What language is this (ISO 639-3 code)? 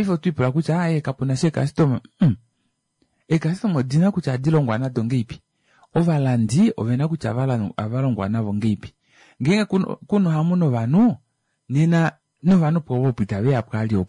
kua